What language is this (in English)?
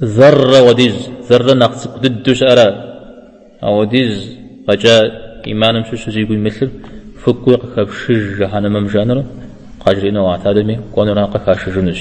Kabardian